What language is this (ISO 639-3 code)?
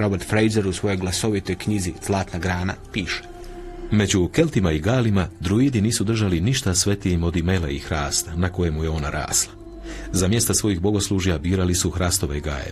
hrv